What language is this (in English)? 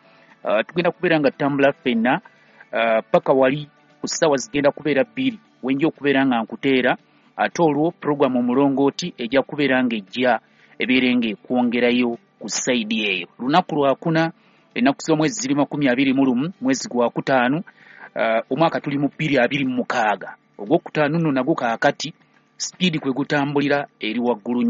Ganda